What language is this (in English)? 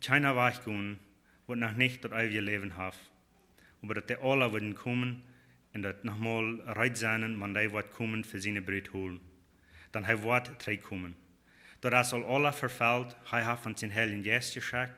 Plautdietsch